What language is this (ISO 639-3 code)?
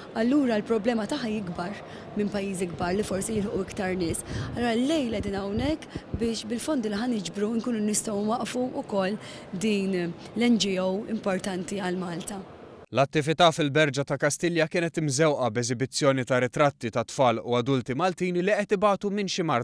mlt